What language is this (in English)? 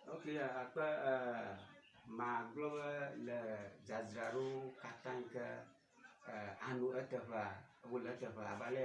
Ewe